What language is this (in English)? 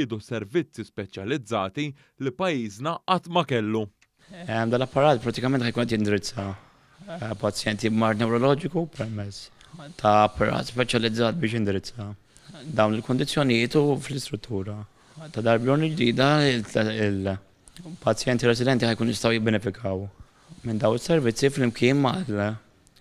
Maltese